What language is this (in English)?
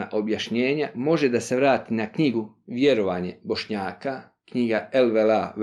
Bosnian